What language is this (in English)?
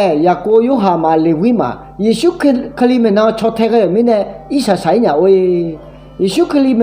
Akha